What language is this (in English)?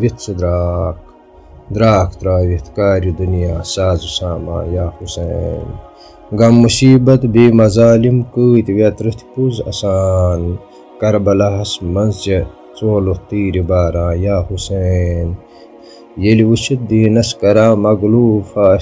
Kashmiri